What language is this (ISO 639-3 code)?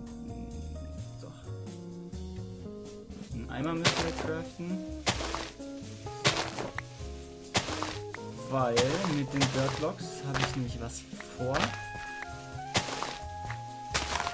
deu